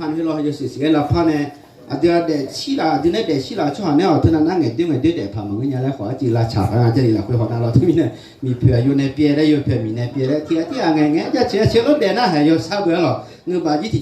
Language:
Akha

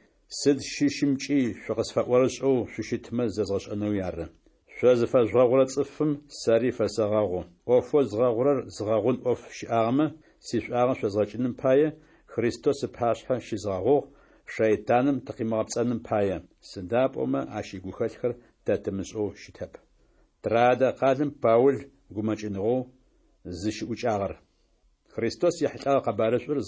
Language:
Adyghe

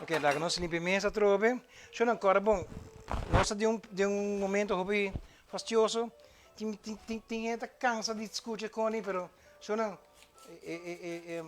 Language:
Papiamento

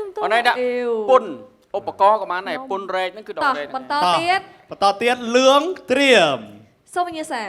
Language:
Khmer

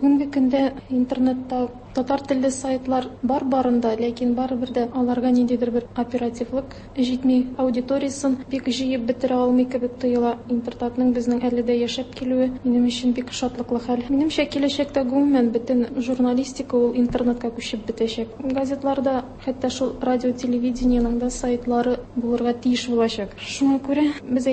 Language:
Tatar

